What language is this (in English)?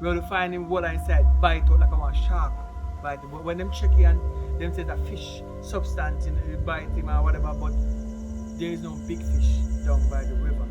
Jamaican Creole English